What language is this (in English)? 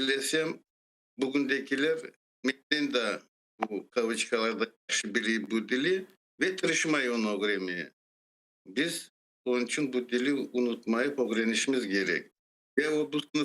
Crimean Tatar